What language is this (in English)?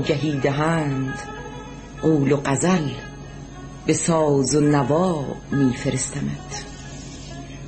Persian